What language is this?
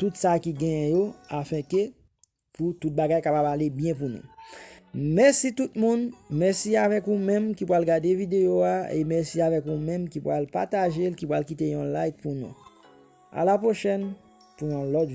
Haitian Creole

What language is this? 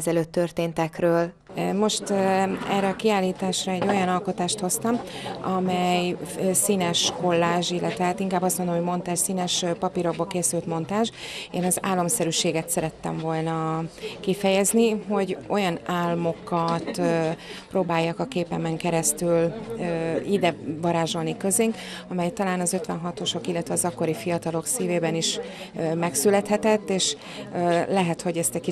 Hungarian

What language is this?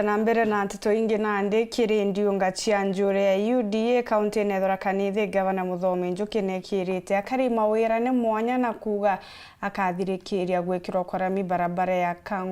Meru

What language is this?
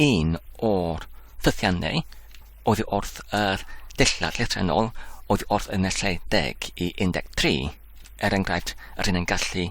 Welsh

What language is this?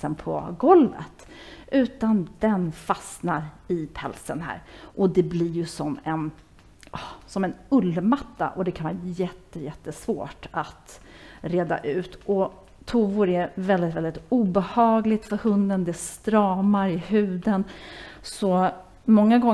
Swedish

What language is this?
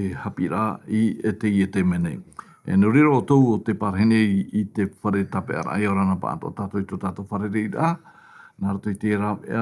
Tahitian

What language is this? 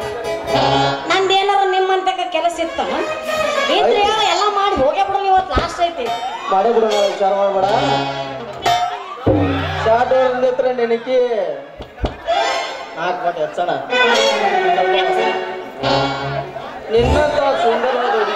Kannada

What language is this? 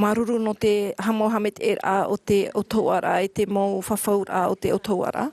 Tahitian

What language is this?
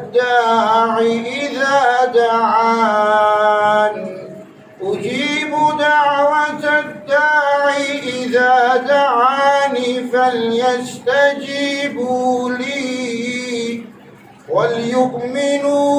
Eastern Balochi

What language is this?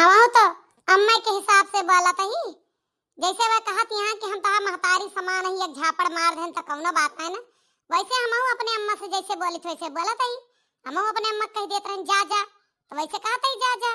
Awadhi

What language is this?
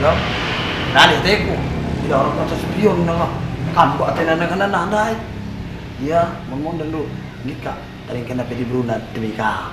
Batak Karo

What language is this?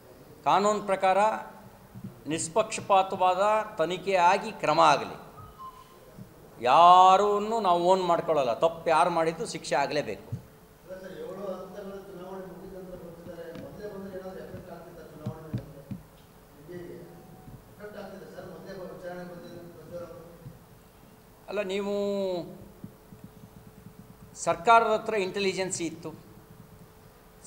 Kannada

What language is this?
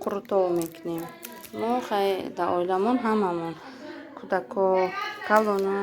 Tajik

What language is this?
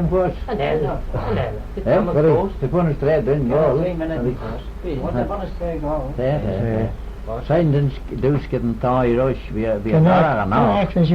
Manx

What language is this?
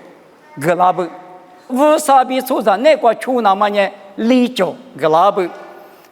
Lisu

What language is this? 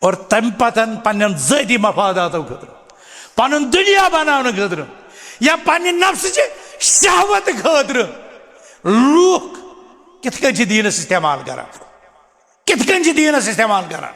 Kashmiri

